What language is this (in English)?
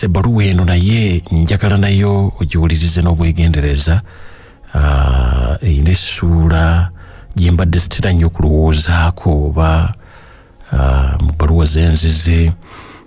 Ganda